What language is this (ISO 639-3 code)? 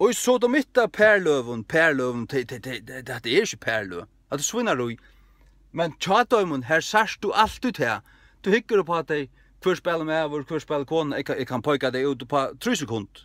fao